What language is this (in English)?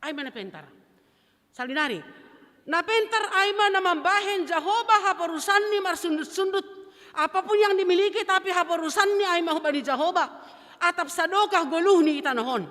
Batak Simalungun